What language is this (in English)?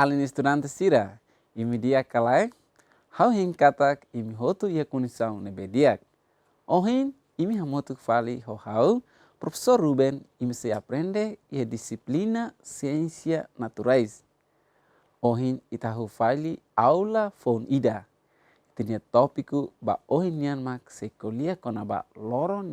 Tetum